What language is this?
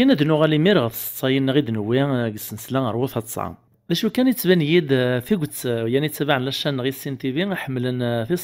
Kabyle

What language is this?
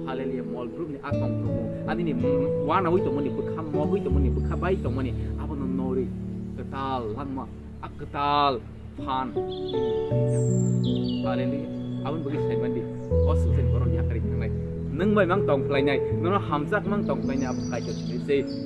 Kok Borok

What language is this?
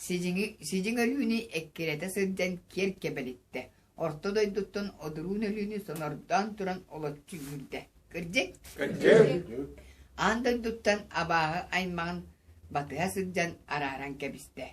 Yakut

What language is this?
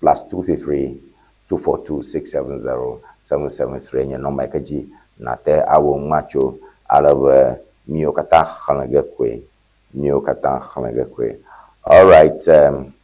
Ewe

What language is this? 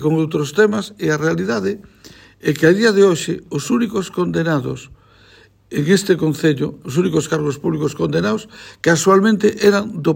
Galician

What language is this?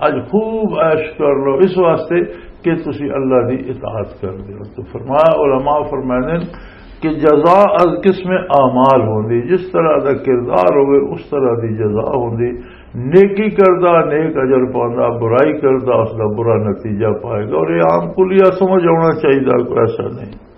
Western Panjabi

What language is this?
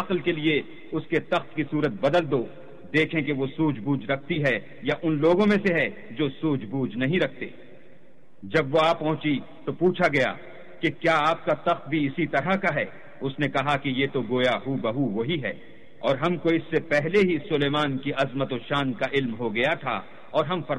Urdu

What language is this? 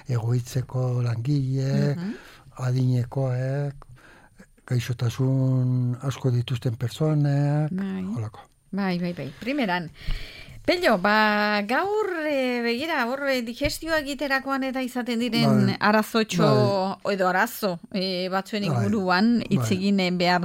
Basque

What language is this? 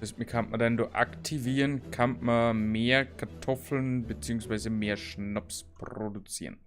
Bavarian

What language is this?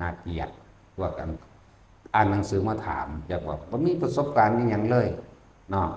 Northeastern Thai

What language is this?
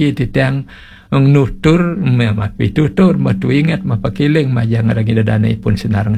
Balinese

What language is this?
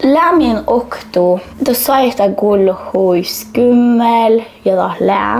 Northern Sami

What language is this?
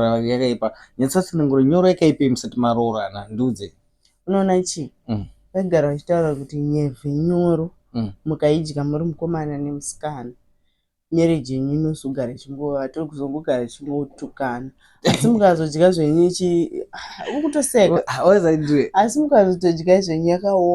Shona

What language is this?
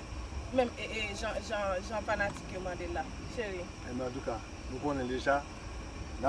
Haitian Creole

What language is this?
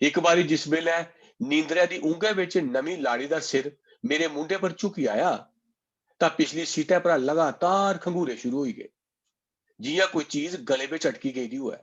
Dogri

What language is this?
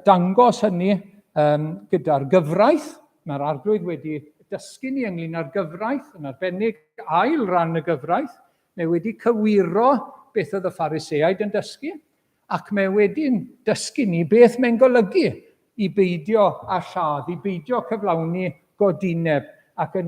Welsh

